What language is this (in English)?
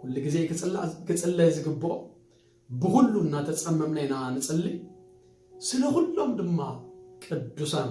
Tigrinya